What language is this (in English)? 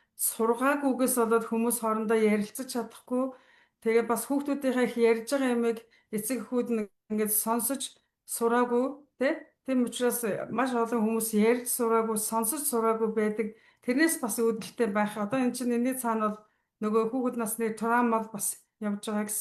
Mongolian